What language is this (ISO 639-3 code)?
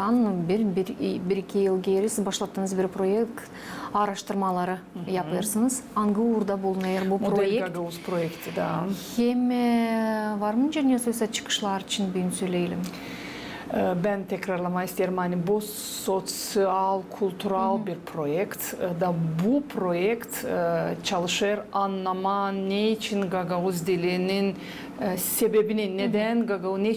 gag